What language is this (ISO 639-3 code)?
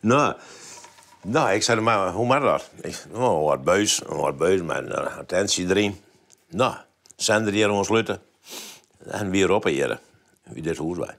fry